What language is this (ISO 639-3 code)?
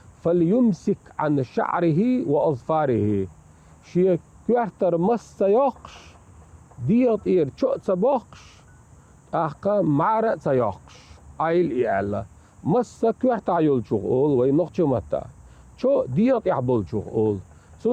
che